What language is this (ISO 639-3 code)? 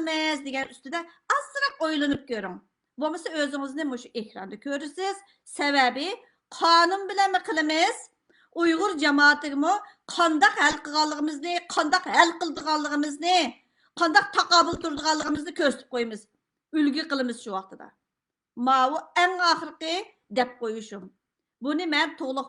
uig